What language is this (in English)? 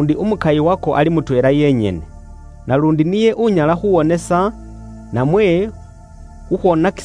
Luyia